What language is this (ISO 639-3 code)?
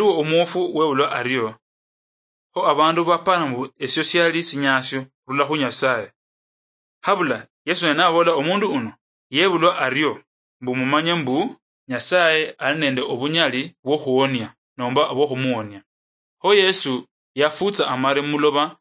luy